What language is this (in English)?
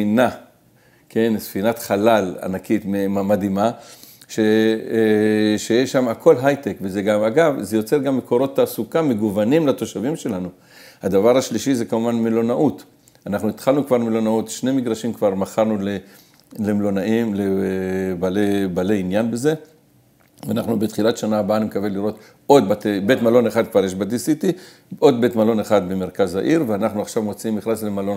Hebrew